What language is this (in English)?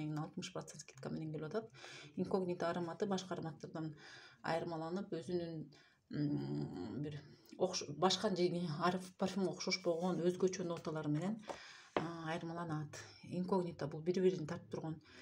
Kyrgyz